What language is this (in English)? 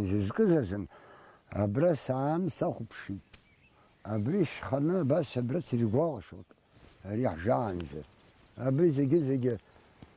Abkhazian